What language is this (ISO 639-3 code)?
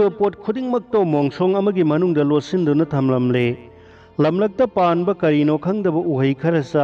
mni